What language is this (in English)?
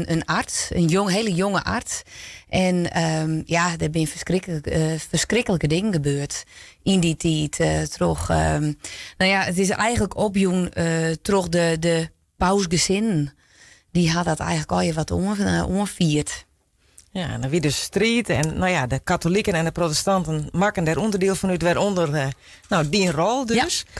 Western Frisian